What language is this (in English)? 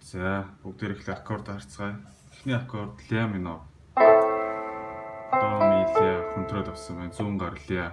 Mongolian